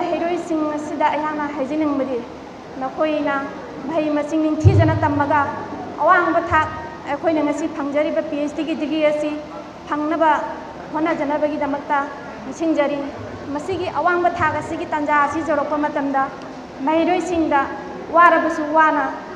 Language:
Manipuri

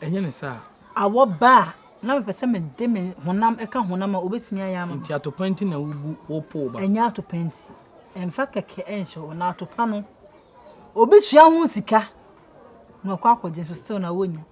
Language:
Akan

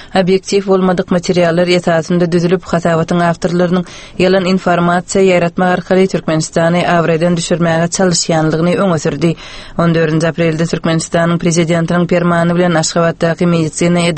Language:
Turkmen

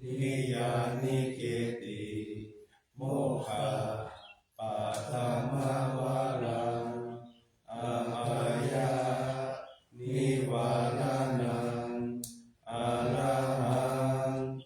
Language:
Pali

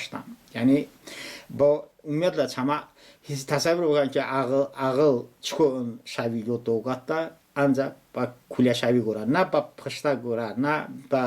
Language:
Talysh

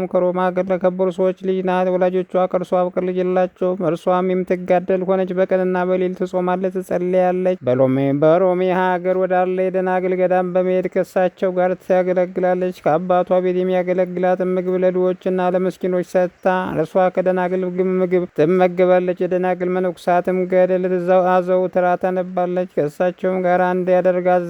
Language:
Amharic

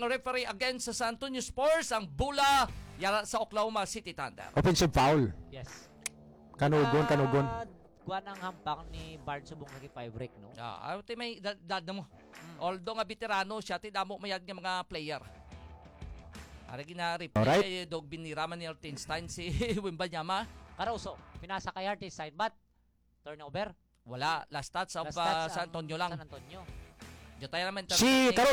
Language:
Hiligaynon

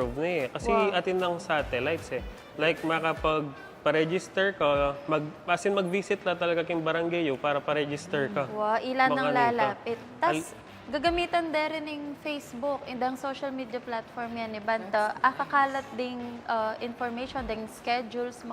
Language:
Pampanga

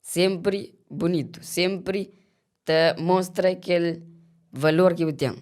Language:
Kabuverdianu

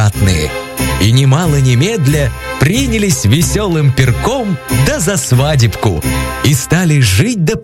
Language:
Russian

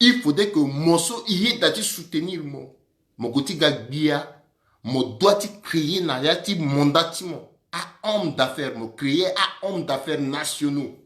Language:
Sango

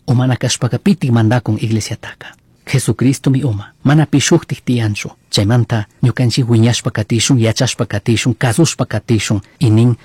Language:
Chimborazo Highland Quichua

